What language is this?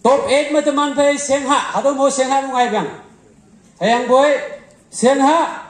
Konyak Naga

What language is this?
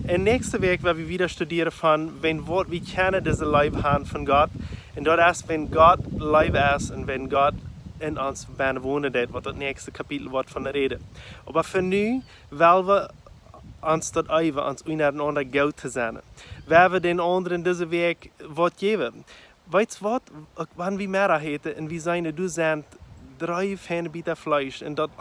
Plautdietsch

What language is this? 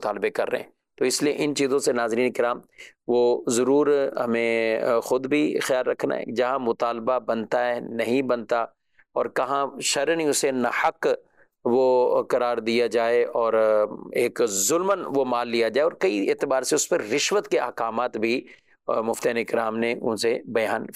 Urdu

